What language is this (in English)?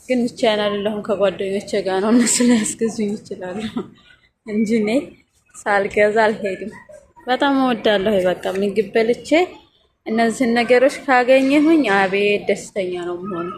Amharic